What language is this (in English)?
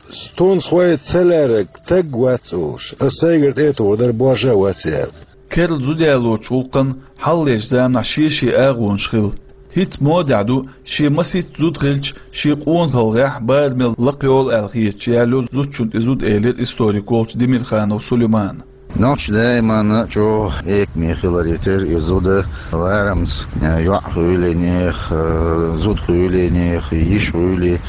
Chechen